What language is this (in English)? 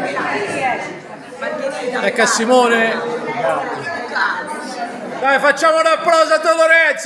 Italian